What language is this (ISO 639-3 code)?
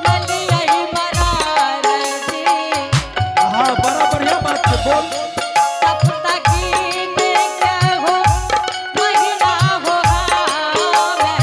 anp